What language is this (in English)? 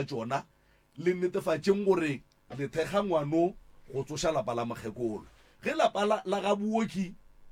Northern Sotho